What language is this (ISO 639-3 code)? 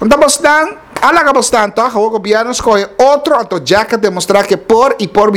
pap